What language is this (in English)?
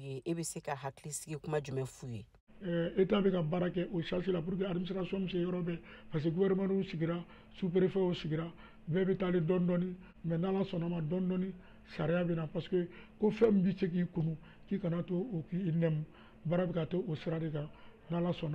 Bambara